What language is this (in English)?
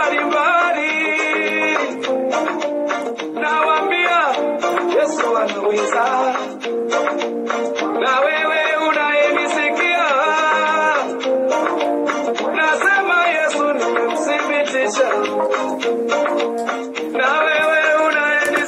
Swahili